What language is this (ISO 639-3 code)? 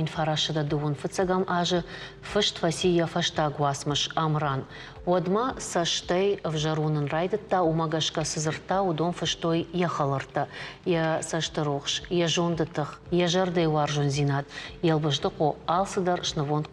oss